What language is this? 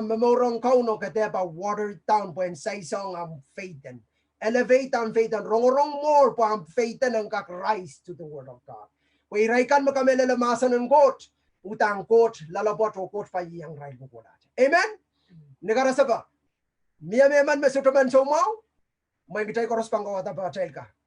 Pohnpeian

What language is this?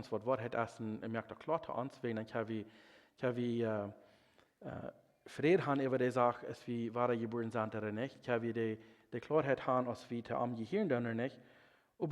Plautdietsch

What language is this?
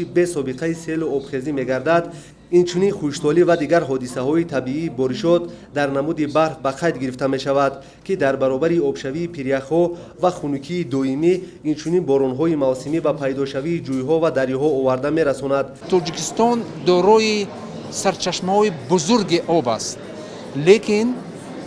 Tajik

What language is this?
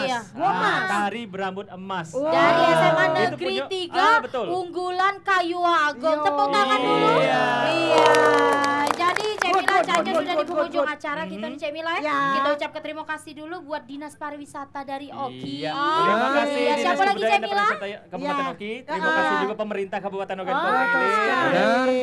Musi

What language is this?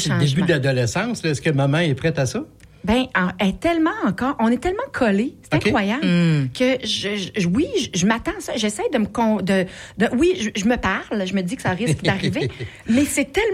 French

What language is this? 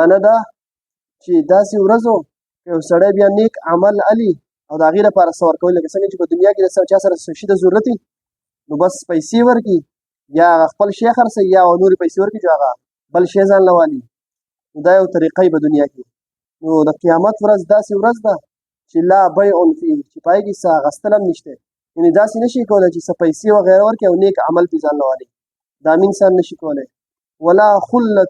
Pashto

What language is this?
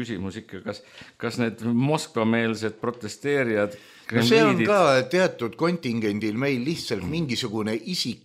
Estonian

